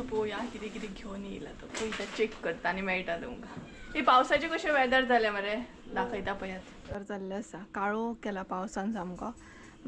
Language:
Konkani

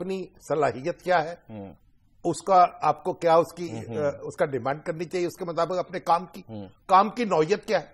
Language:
Urdu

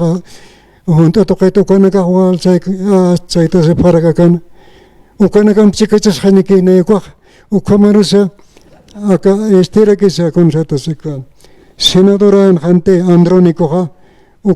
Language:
Aymara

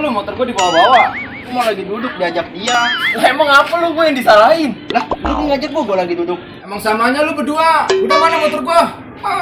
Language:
Betawi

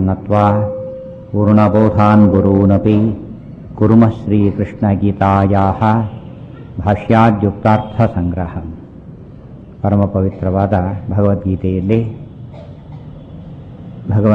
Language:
Kannada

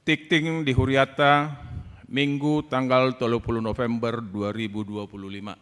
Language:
Batak Toba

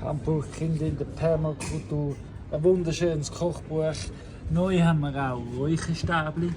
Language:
Swiss German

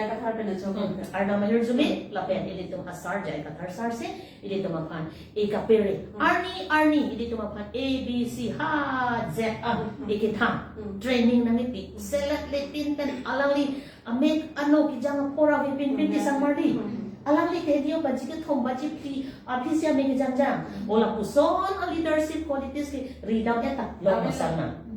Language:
Karbi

